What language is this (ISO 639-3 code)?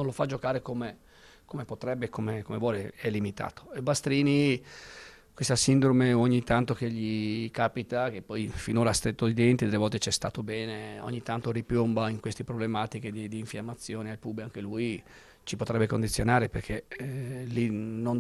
ita